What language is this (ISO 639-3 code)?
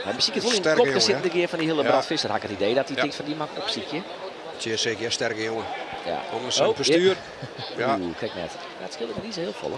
fry